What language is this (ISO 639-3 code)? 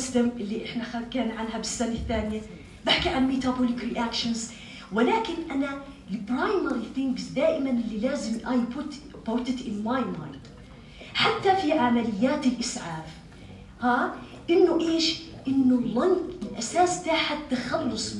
apc